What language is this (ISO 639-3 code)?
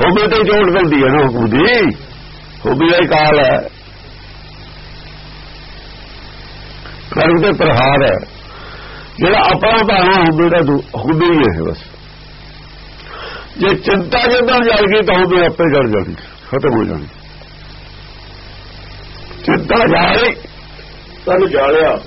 pan